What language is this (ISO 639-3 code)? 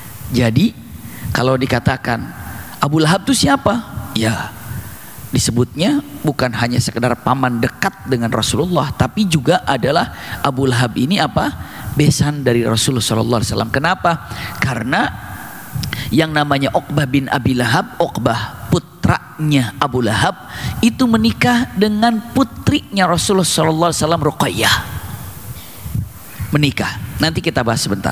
ind